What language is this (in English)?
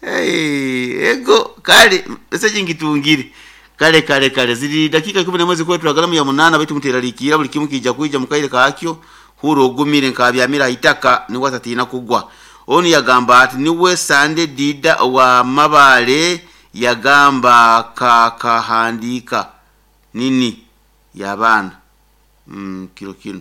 Nyoro